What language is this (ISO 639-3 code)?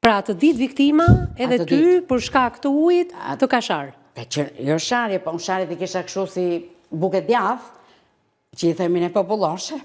sqi